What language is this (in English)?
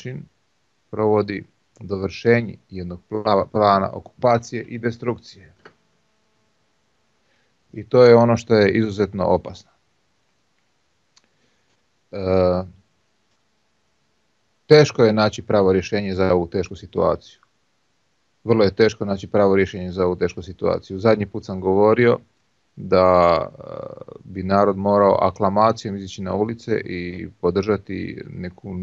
Croatian